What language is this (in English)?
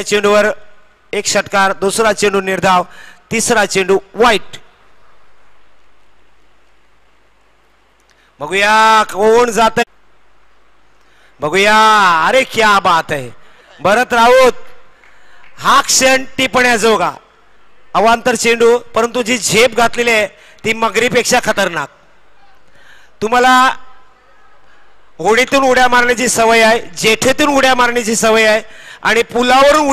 Marathi